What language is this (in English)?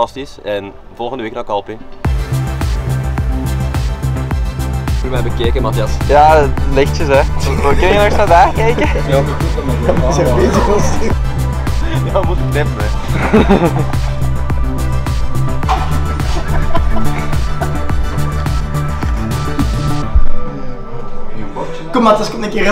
Dutch